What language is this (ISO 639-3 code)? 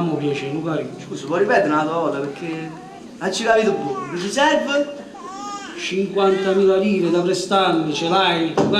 nap